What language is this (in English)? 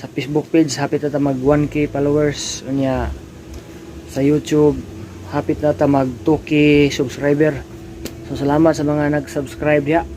Cebuano